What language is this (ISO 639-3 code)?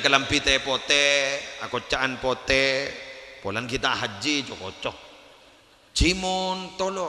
mad